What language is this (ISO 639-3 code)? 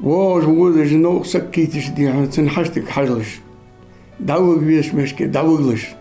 inh